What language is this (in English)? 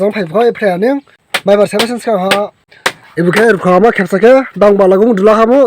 Dimasa